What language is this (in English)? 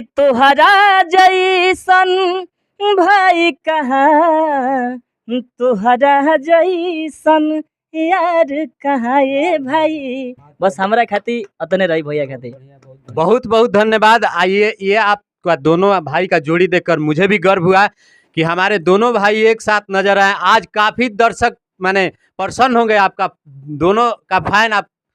Bhojpuri